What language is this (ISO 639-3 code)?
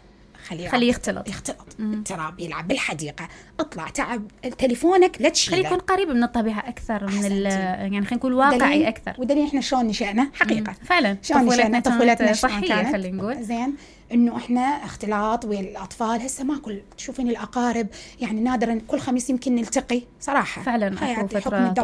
acm